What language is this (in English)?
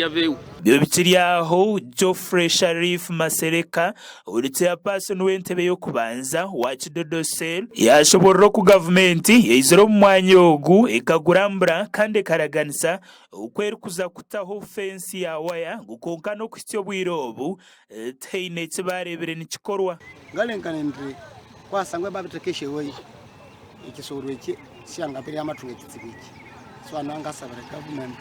Nyankole